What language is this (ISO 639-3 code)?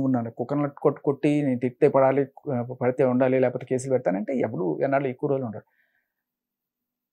tel